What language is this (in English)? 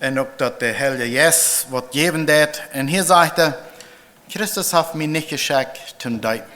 Plautdietsch